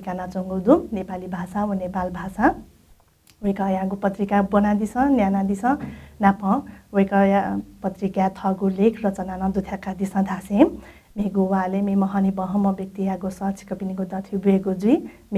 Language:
Newari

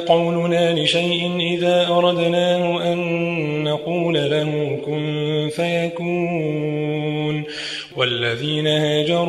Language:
Arabic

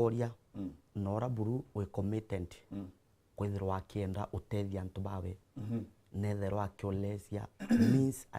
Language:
Meru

